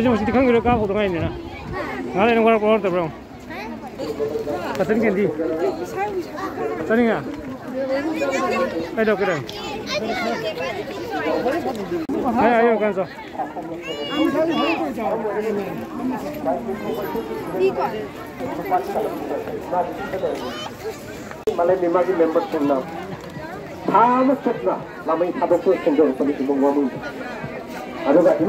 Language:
Malay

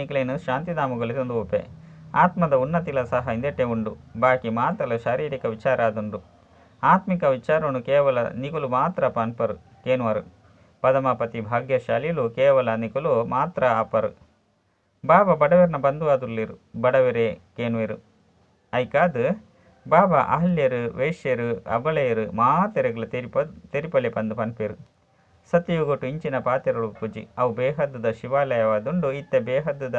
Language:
Tulu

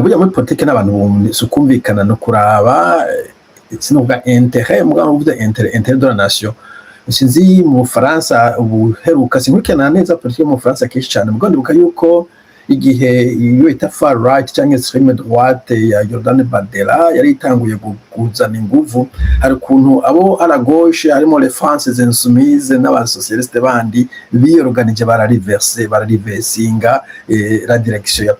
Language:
Rundi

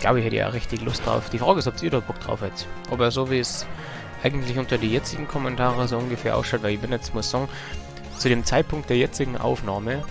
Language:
Bavarian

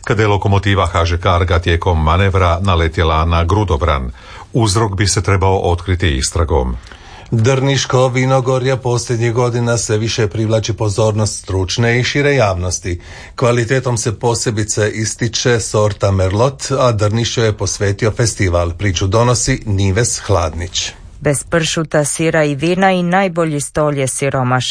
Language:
Croatian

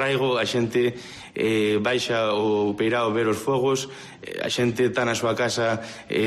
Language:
Galician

